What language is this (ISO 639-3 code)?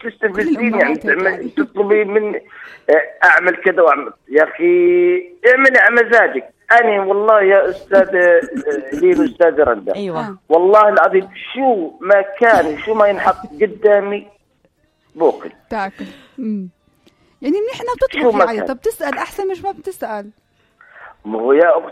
apc